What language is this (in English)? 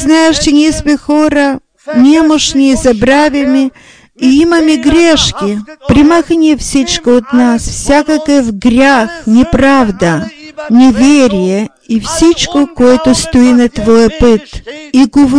Bulgarian